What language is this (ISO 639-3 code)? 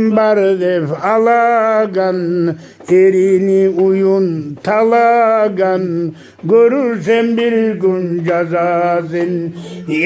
kum